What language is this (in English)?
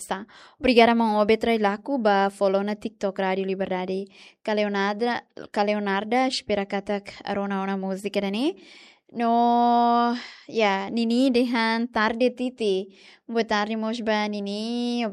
Tetum